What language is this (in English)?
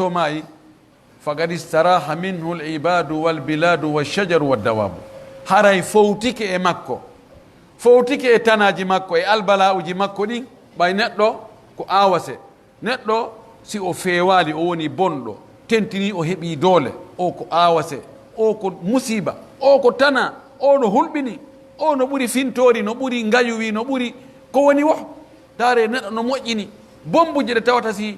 Pular